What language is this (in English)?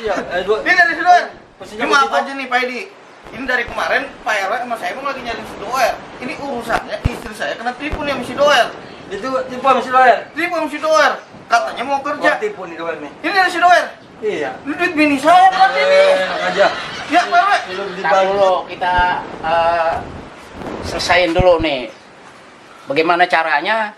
Betawi